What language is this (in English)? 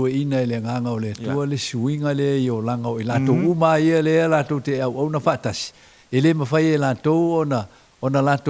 Samoan